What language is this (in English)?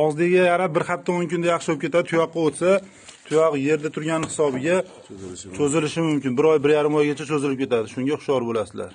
Uzbek